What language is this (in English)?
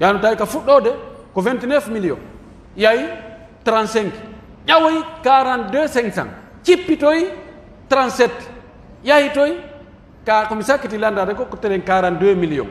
Pular